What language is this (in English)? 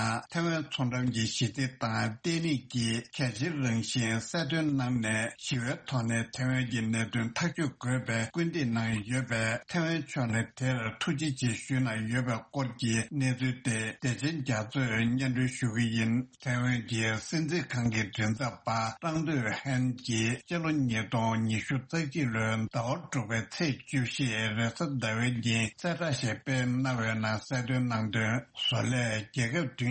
Tibetan